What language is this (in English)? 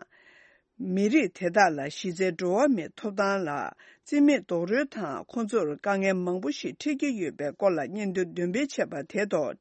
Tibetan